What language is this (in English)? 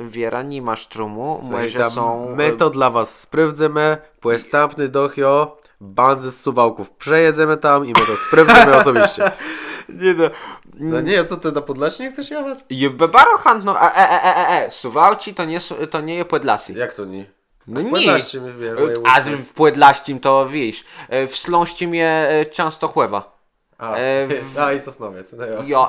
Kashubian